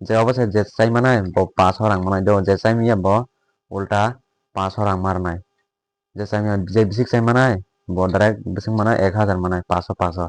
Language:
Kok Borok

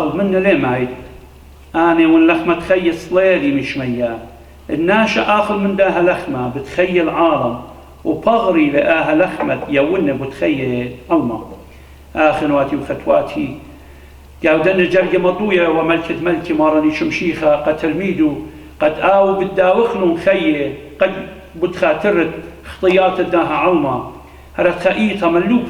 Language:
Assyrian Neo-Aramaic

